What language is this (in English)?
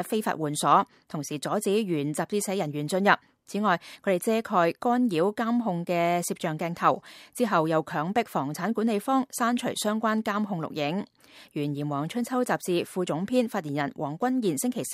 Cantonese